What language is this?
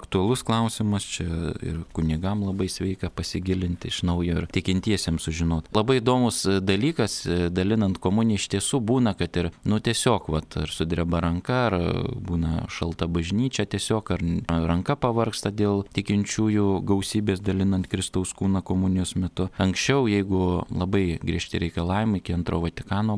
Lithuanian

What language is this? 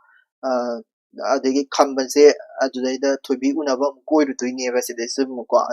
Manipuri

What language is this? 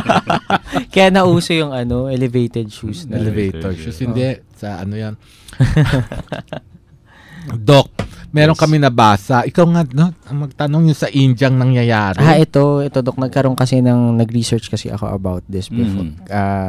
Filipino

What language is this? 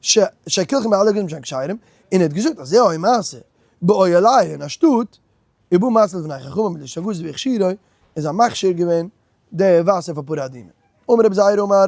Yiddish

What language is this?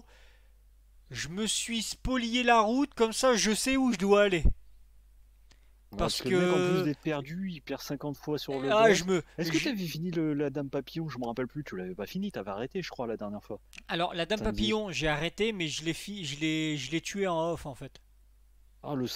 French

